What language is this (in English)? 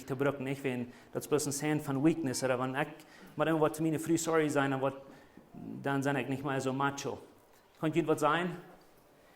Plautdietsch